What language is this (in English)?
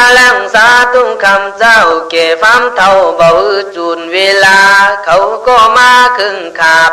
Khün